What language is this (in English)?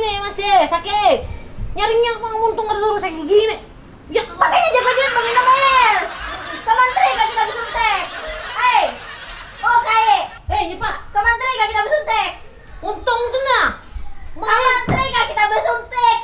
Banjar